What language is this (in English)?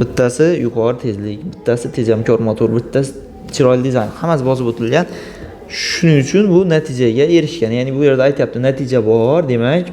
Uzbek